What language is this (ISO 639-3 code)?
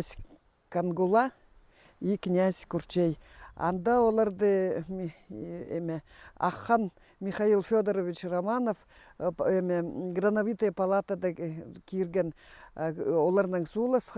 kjh